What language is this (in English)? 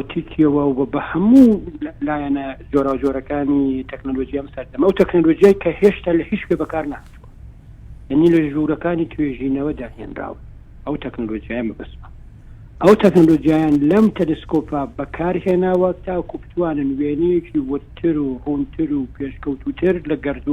Central Kurdish